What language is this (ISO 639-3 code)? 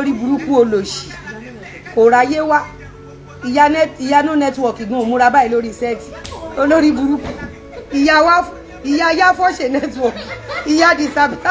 yor